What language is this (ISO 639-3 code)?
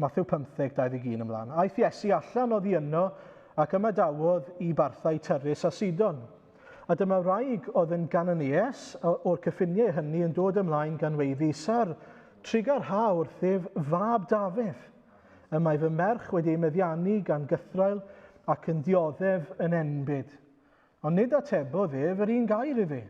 cym